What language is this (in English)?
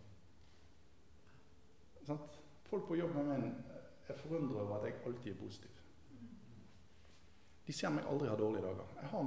Norwegian